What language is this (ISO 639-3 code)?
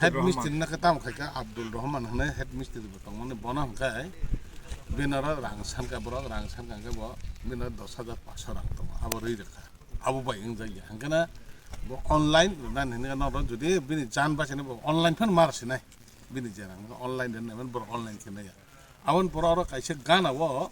trp